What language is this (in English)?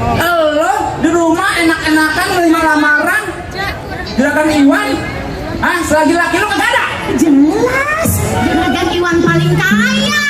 Betawi